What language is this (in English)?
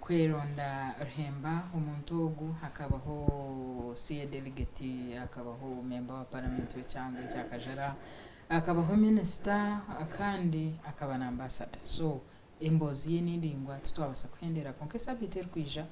Nyankole